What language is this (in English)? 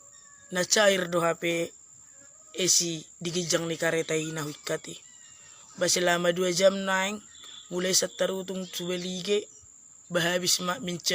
Batak Toba